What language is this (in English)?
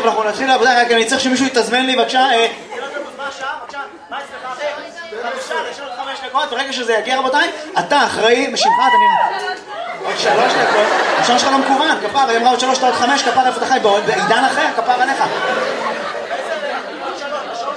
Hebrew